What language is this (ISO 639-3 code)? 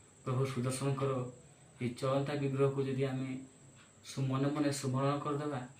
ori